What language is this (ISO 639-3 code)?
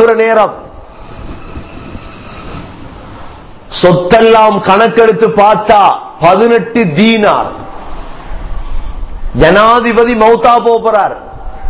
tam